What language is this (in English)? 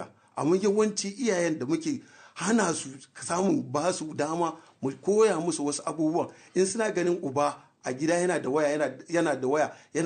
Hausa